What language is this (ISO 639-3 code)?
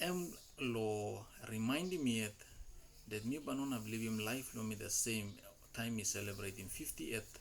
tpi